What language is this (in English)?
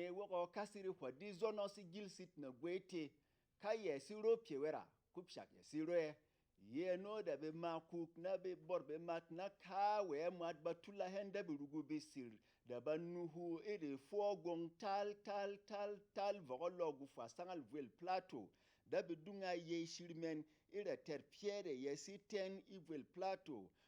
Berom